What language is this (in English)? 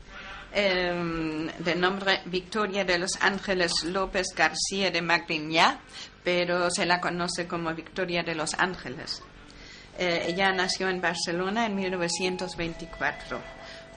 Spanish